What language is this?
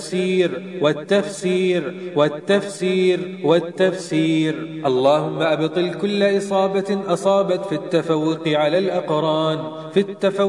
Arabic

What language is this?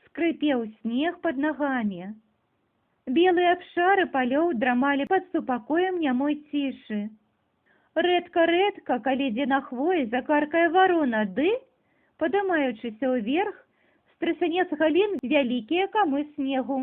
Belarusian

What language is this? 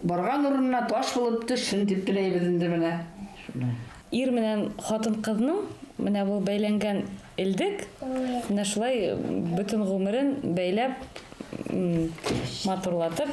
Bashkir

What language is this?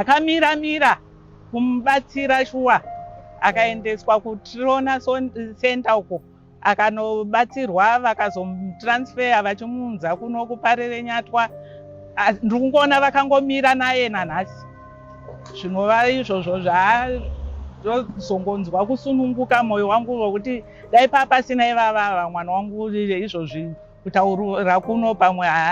Shona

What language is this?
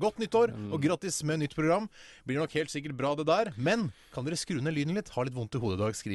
Norwegian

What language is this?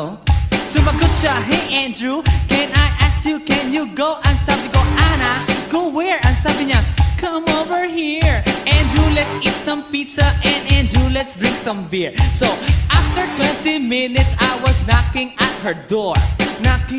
Filipino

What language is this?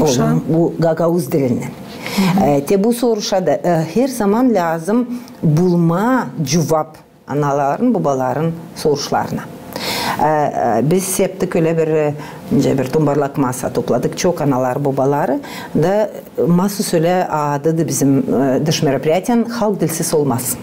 Gagauz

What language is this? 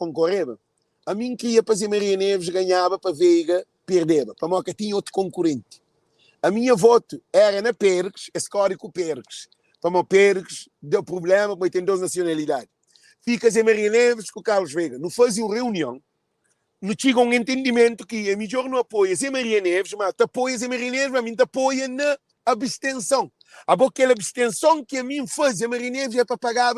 Kabuverdianu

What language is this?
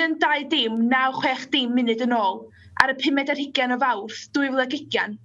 Welsh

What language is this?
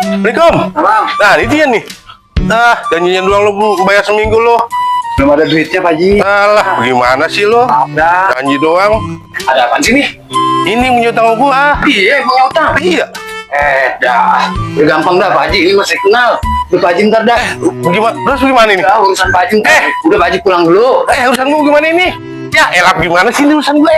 Betawi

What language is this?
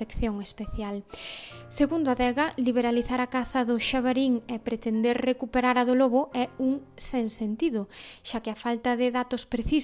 Galician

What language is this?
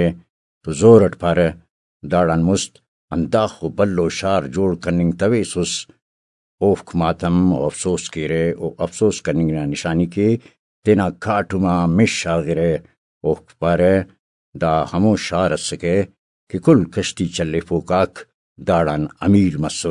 Brahui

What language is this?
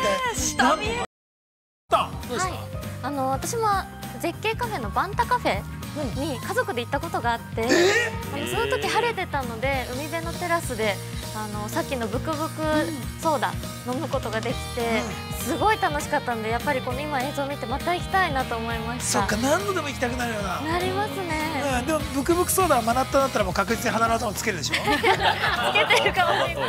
Japanese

